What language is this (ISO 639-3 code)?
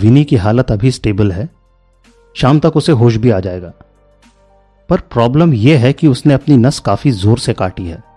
hin